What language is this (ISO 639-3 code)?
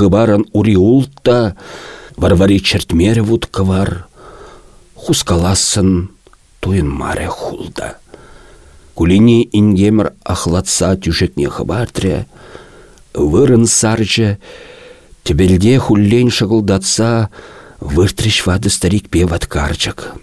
chv